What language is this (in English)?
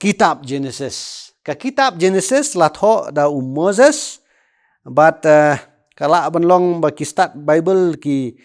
Khasi